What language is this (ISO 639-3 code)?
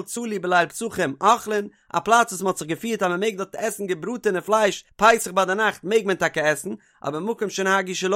yid